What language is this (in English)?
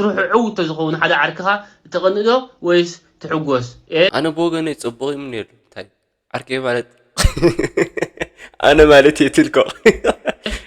Tigrinya